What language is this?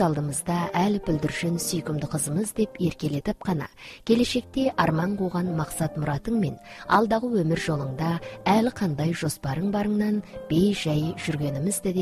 Kazakh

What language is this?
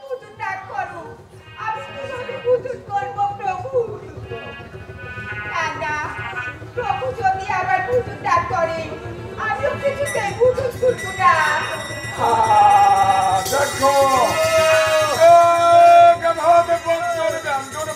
Bangla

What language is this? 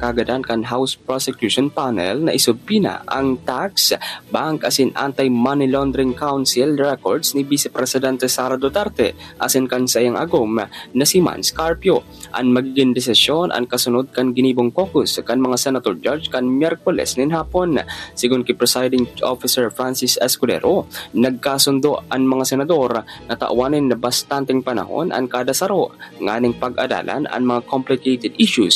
Bikol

